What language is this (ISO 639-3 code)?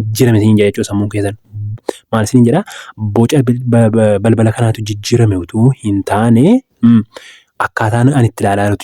orm